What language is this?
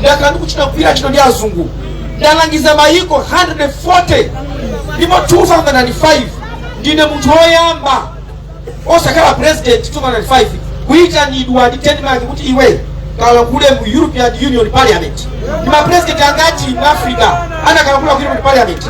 Nyanja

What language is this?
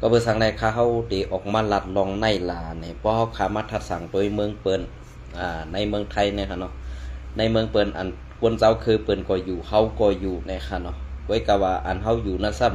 Shan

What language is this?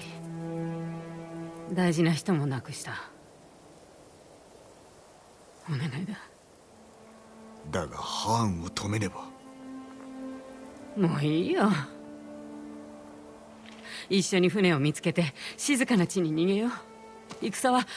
Japanese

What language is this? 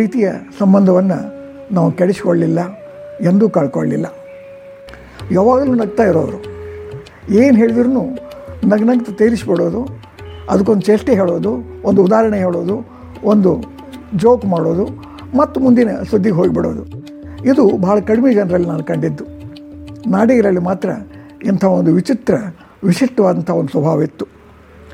Kannada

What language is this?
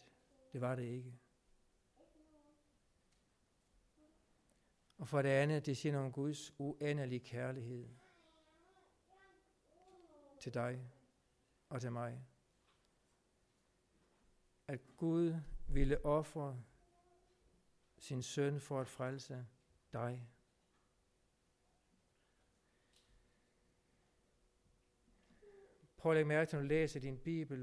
Danish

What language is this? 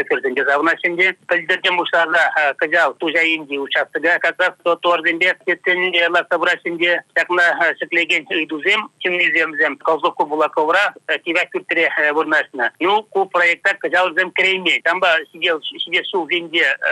Chuvash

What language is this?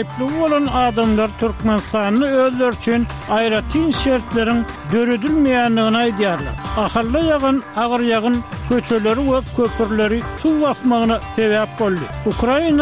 Turkmen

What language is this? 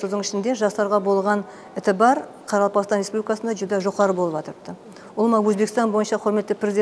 Kara-Kalpak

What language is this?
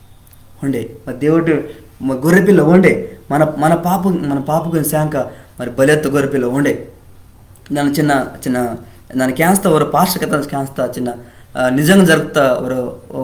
Koya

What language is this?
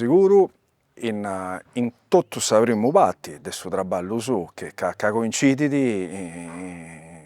Sardinian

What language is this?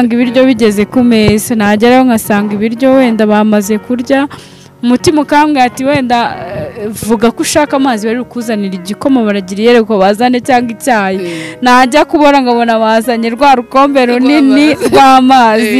Kinyarwanda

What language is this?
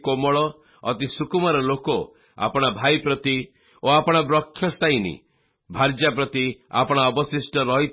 Odia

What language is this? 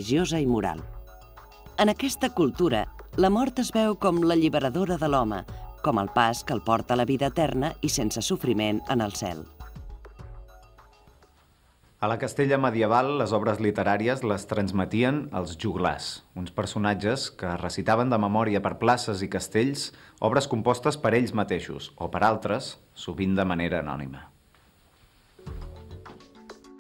Catalan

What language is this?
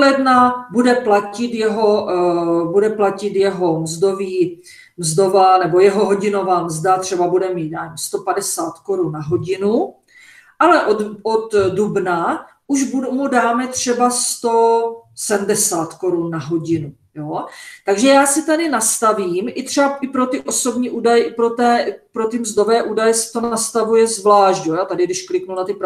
Czech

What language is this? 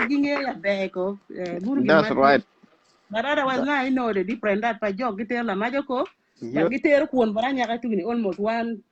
Acoli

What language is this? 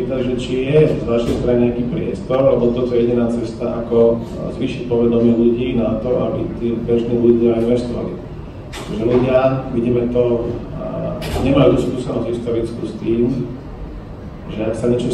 Slovak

